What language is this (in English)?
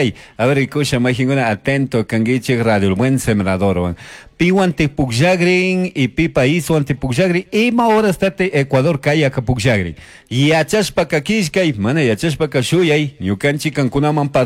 Chimborazo Highland Quichua